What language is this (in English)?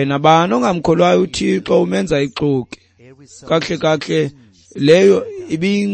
Xhosa